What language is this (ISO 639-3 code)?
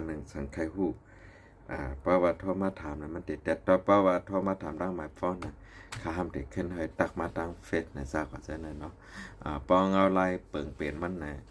shn